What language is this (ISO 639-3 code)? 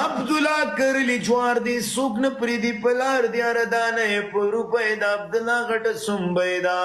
pus